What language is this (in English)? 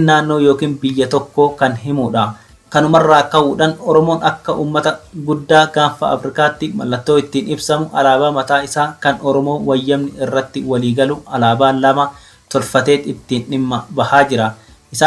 Oromo